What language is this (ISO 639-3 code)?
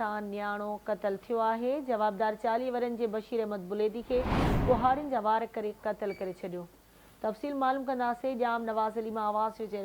snd